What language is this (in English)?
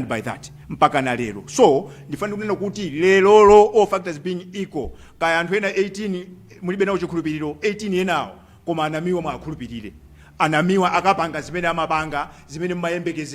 Nyanja